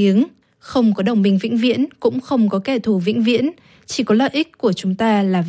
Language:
Vietnamese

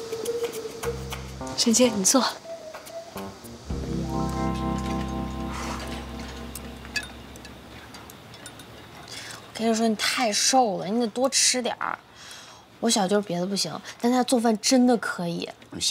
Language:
Chinese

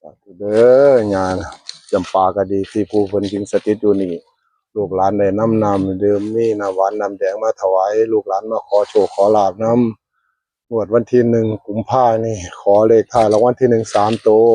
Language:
Northeastern Thai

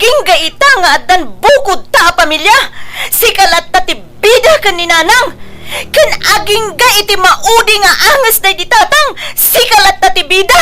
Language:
Iloko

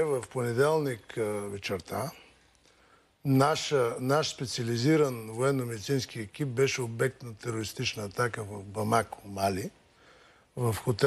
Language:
Bulgarian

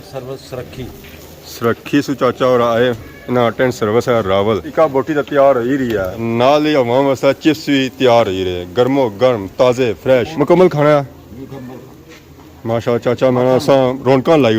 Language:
Pahari-Potwari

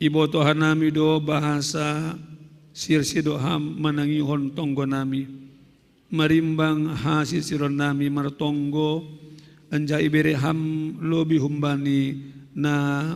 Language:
Batak Simalungun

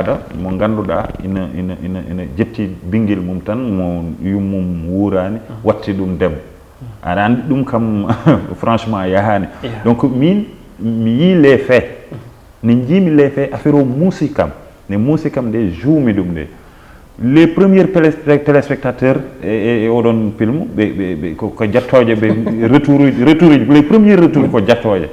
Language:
Fula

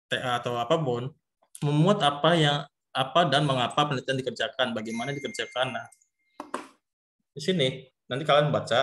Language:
Indonesian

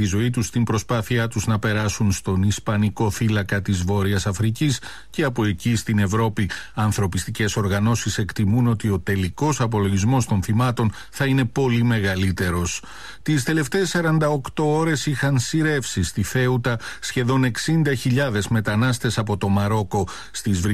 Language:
Greek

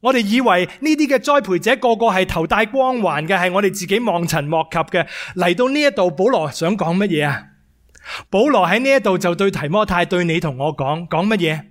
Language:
Cantonese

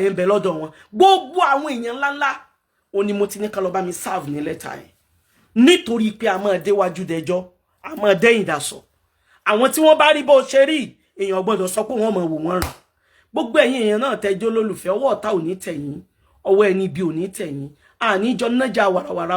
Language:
Yoruba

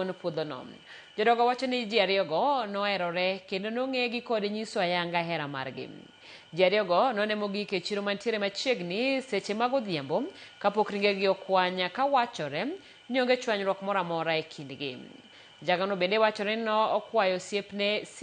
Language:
Luo (Kenya and Tanzania)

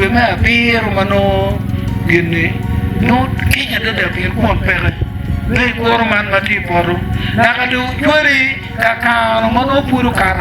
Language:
Acoli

